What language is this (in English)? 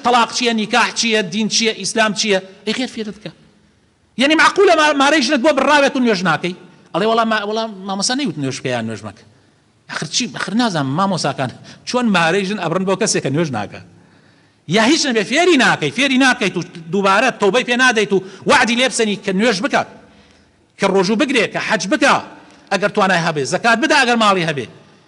Central Kurdish